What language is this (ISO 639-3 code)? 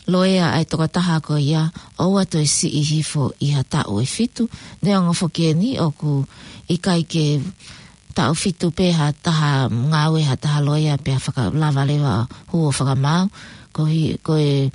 ton